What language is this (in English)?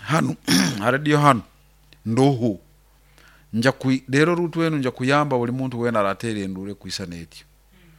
Nyoro